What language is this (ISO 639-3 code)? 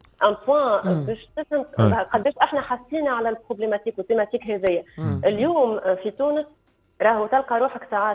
aeb